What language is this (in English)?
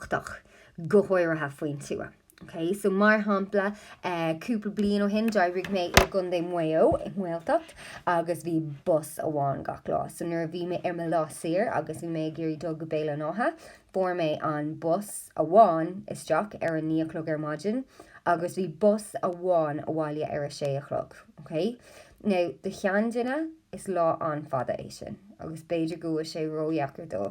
Irish